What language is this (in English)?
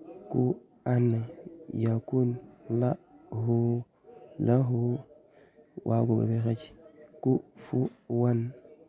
Wolof